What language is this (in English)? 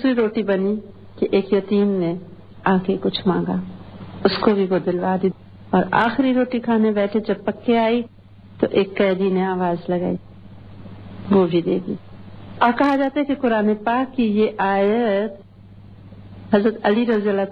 Urdu